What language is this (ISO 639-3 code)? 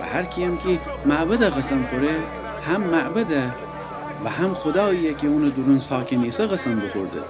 glk